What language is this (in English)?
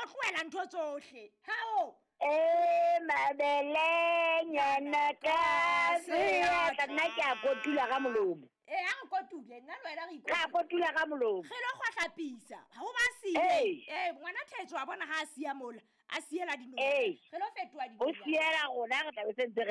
Southern Sotho